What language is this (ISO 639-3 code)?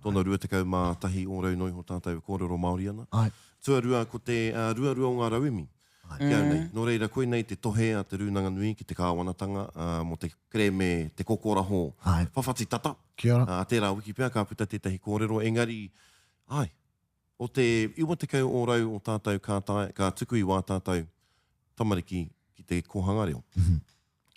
mri